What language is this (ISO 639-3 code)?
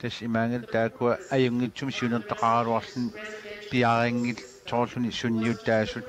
kal